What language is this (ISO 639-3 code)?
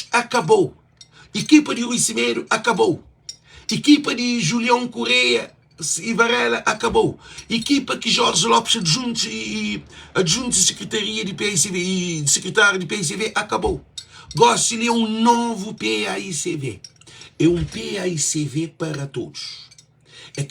kea